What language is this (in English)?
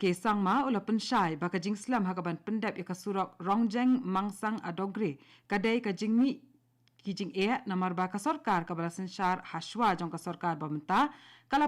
Khasi